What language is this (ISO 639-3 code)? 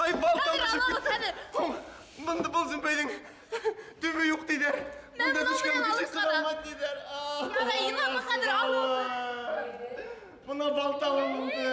bak